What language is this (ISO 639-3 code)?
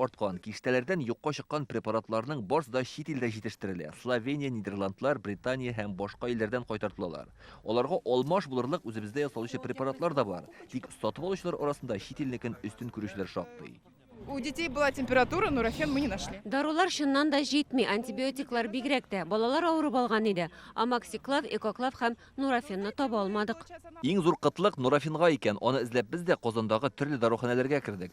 tat